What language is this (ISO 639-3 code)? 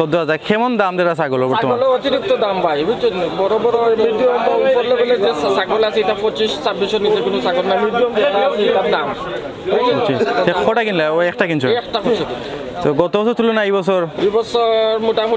syl